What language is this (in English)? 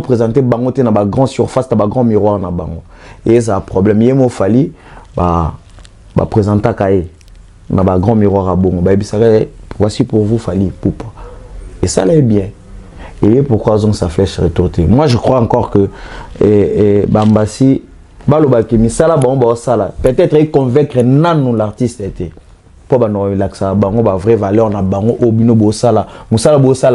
Lingala